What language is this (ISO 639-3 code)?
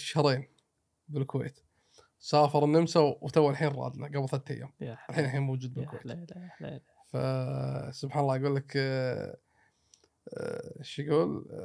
afb